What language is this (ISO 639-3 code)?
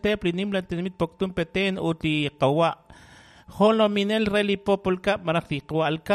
kek